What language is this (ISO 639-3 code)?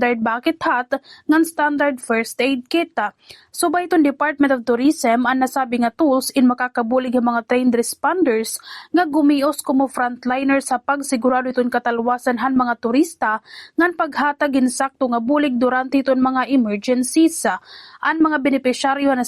war